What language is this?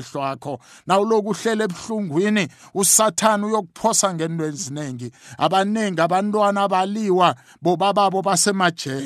South Ndebele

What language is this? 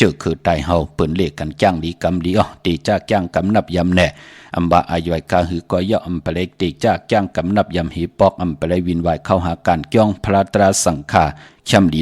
Shan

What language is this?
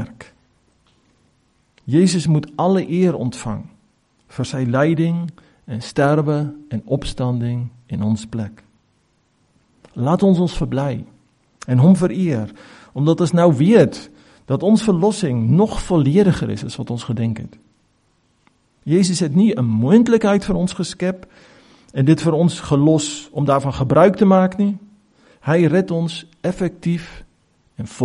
Afrikaans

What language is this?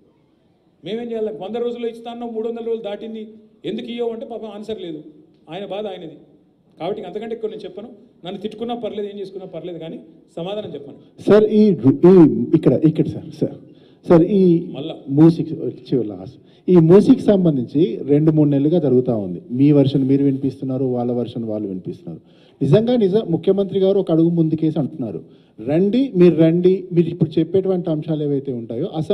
Telugu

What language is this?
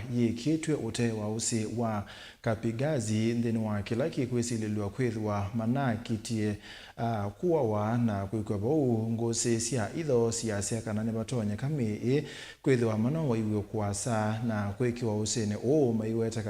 Kamba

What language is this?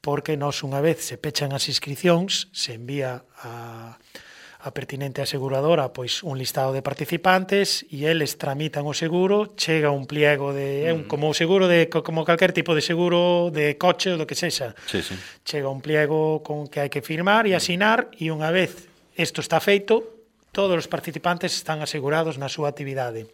Galician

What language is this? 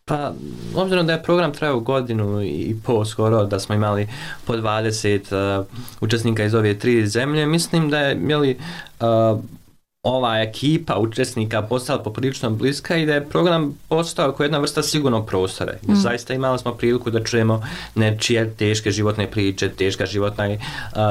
Bosnian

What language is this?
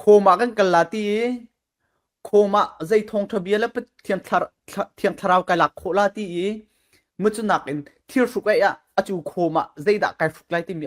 Falam Chin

